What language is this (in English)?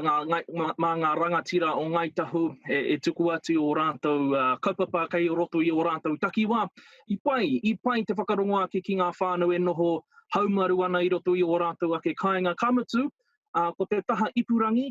Māori